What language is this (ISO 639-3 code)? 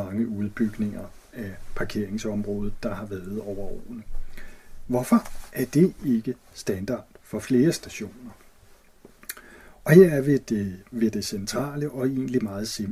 dan